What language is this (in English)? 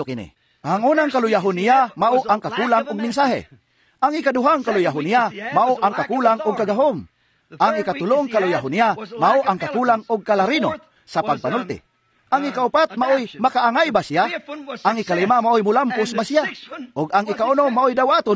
Cebuano